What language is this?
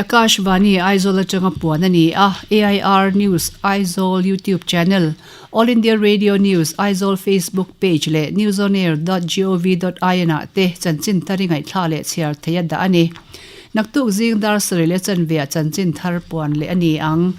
Mizo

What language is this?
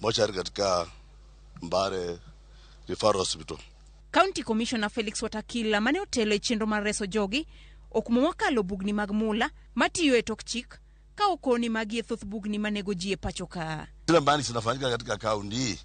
Luo (Kenya and Tanzania)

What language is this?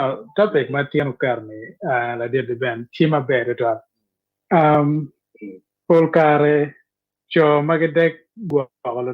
Acoli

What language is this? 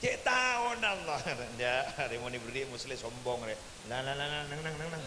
Madurese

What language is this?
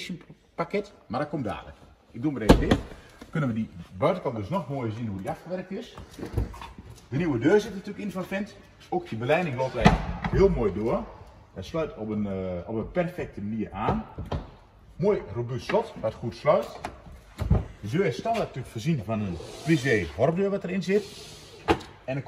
Dutch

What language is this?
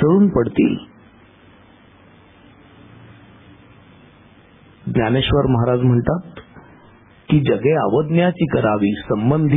Marathi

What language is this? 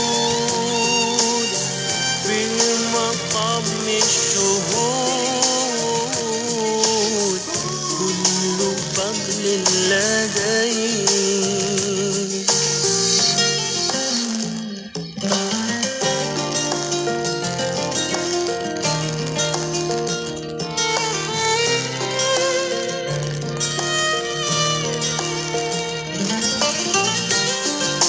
Malay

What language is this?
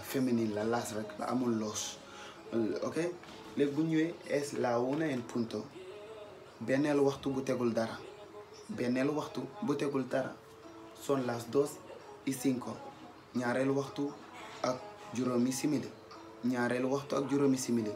Wolof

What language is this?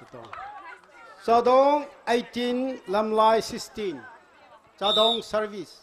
Tangkhul Naga (India)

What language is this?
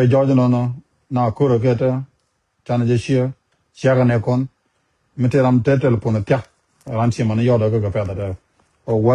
Nuer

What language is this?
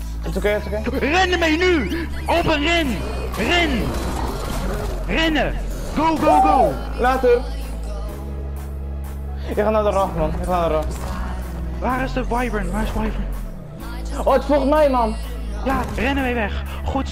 Dutch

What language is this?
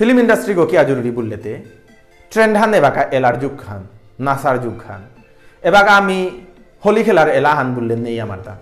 Bishnupriya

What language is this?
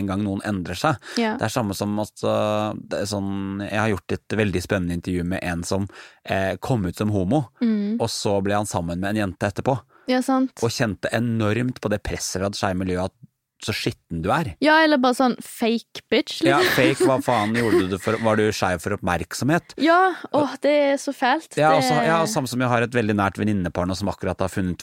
Norwegian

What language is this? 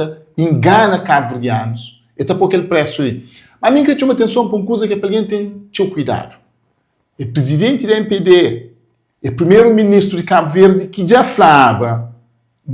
Kabuverdianu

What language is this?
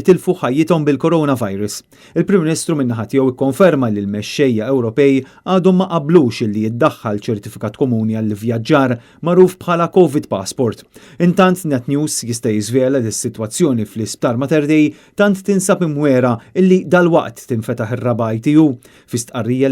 Maltese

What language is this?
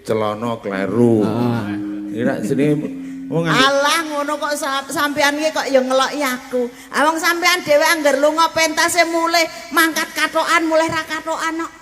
Javanese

